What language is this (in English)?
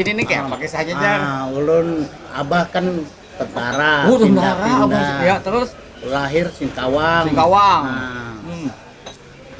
Banjar